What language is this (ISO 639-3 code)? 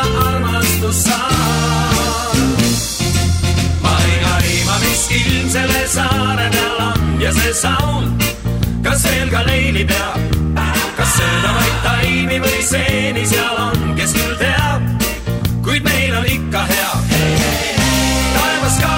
est